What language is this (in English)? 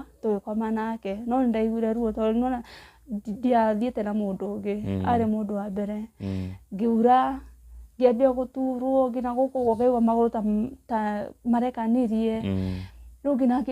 Kikuyu